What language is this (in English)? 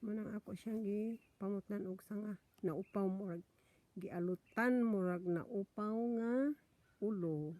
Cebuano